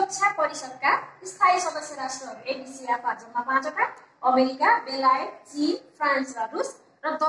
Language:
Nepali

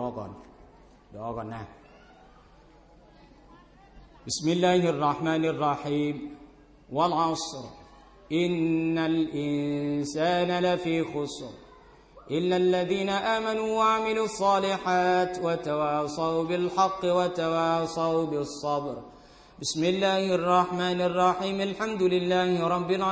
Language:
Thai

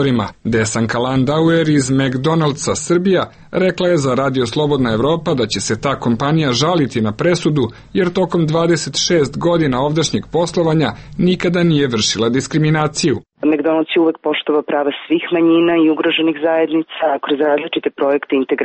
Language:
Serbian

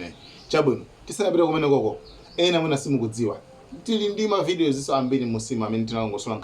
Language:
Nyanja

